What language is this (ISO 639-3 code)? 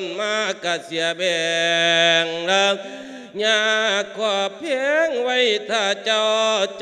lao